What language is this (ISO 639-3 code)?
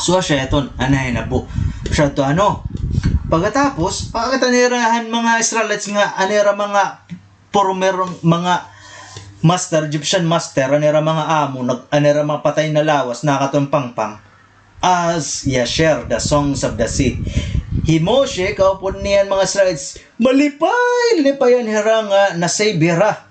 war